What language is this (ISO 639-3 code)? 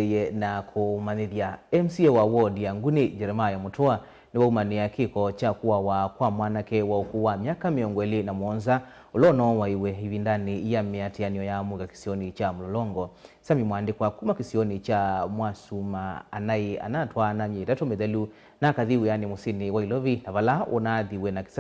kam